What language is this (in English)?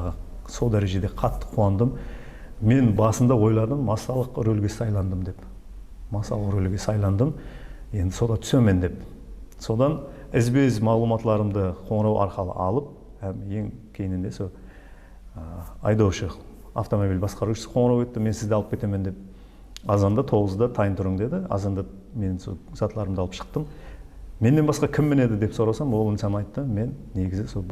Kara-Kalpak